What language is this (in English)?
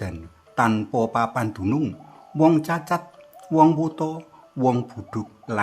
Javanese